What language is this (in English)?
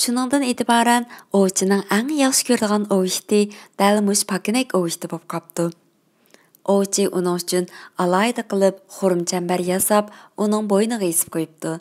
Uyghur